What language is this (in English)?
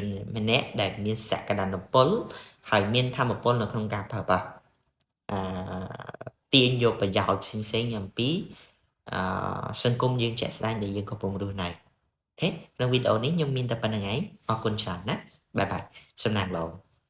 Khmer